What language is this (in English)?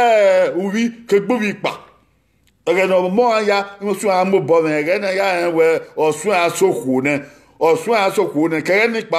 Bini